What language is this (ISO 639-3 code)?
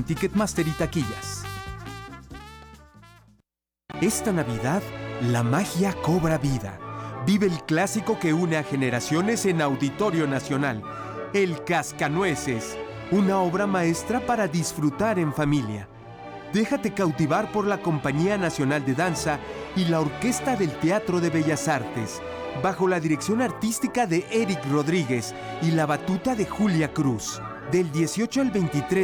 spa